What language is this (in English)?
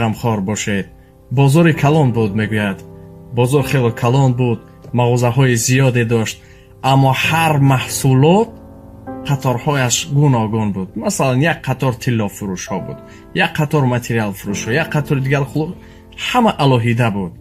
Tajik